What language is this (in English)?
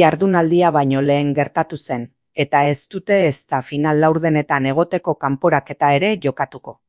Basque